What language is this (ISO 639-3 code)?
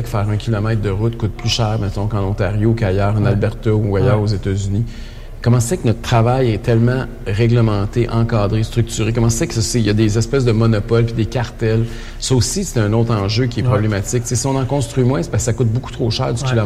fra